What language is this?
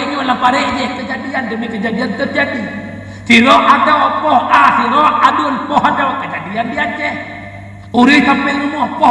Achinese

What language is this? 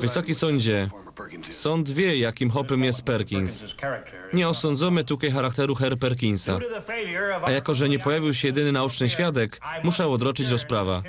Silesian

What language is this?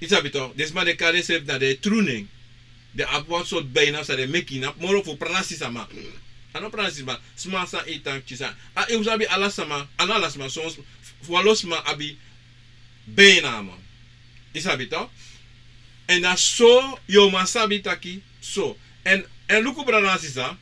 Sranan Tongo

